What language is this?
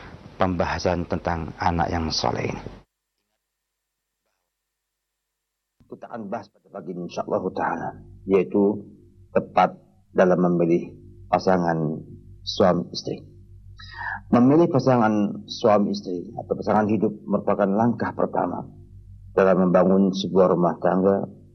Indonesian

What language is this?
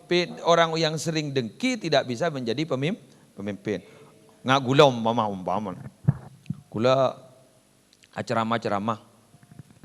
Madurese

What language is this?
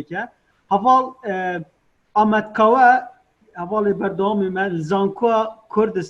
Kurdish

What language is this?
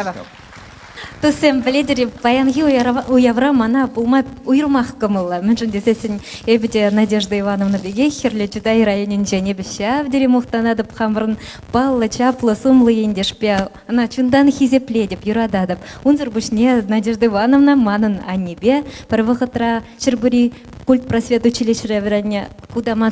Chuvash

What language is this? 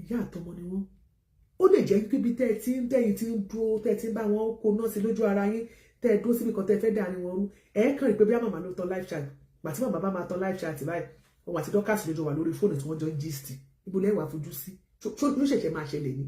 Yoruba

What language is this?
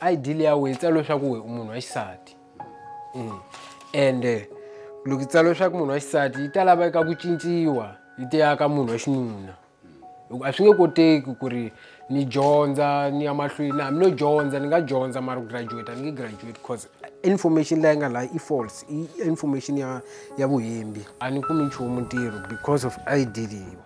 Tsonga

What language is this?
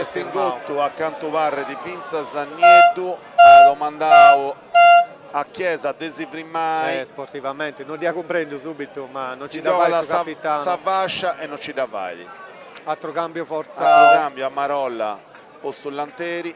Sardinian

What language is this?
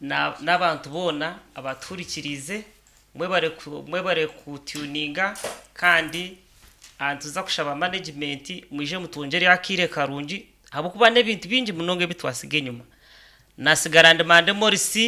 Nyankole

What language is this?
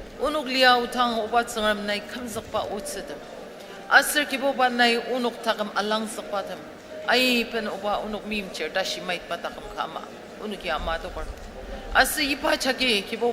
Ao Naga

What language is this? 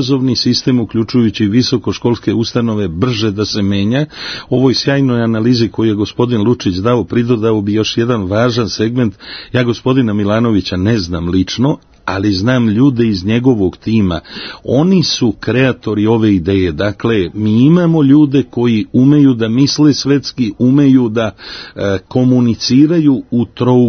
Serbian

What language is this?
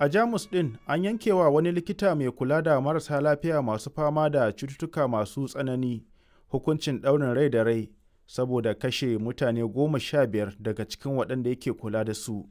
Hausa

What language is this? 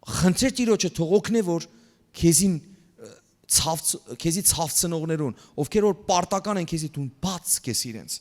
Western Armenian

